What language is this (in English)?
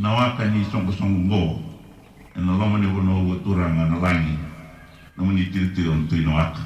Fijian